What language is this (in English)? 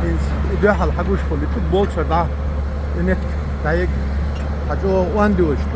Chechen